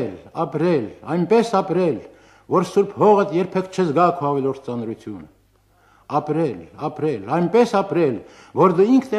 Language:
Armenian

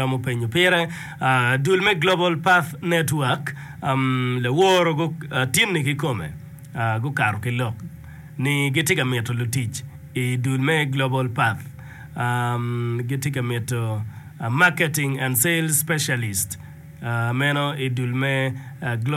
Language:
Acoli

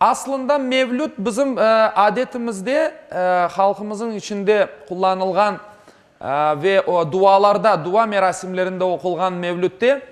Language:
Crimean Tatar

